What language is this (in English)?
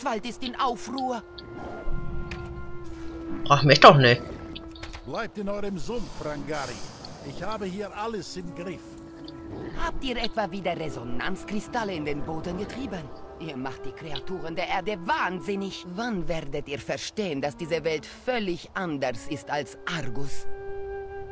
German